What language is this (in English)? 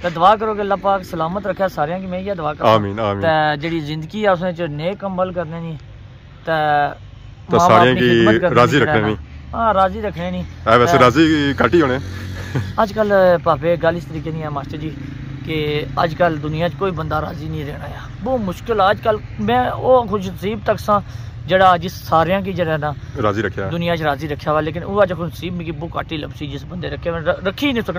Pahari-Potwari